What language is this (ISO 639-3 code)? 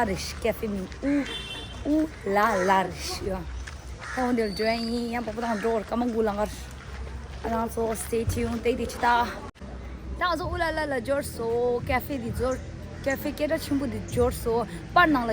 bod